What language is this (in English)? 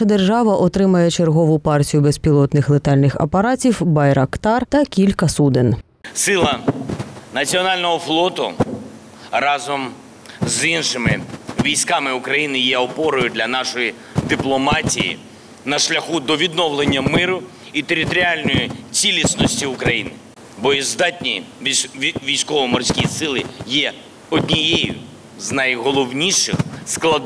Ukrainian